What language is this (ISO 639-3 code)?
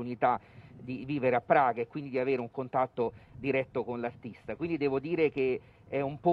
ita